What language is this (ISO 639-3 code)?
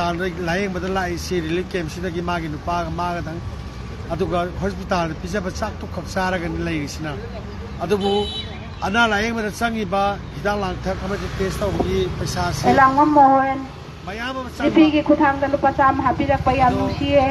mni